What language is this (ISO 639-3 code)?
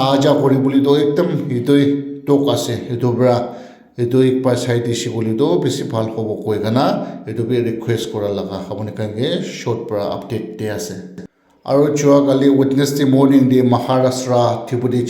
nag